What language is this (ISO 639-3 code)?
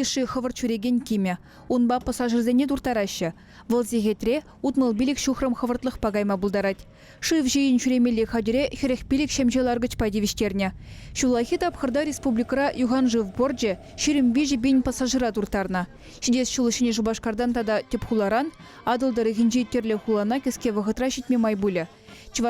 chv